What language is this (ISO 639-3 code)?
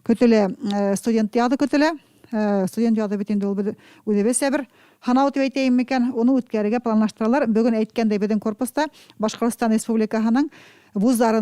bak